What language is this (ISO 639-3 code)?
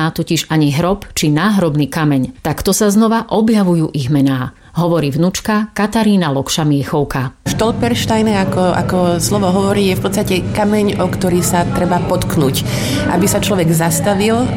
slk